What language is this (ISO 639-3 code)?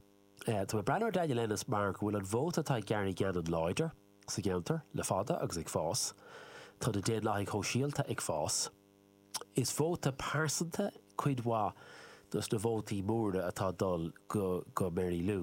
gle